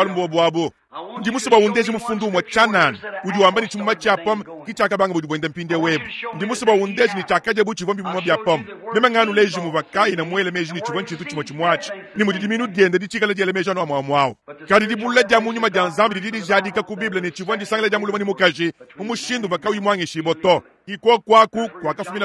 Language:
Luba-Lulua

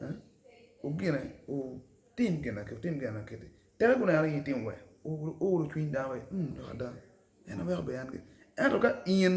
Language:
Acoli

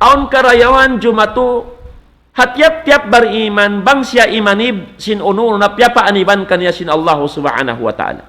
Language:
Tausug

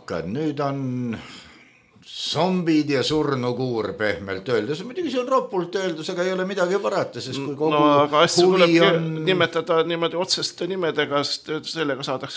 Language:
Estonian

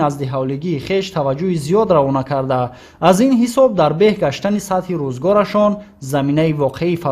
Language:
Tajik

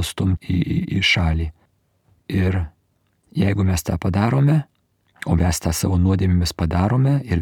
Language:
Lithuanian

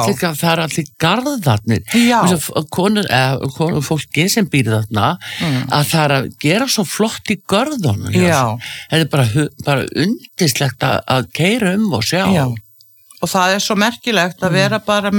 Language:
Icelandic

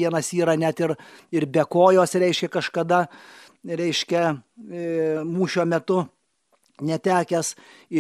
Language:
Lithuanian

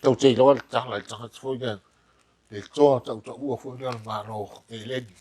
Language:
Samoan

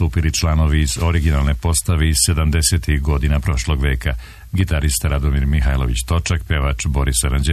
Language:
Serbian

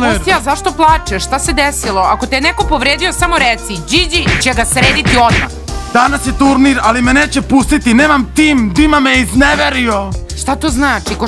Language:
Serbian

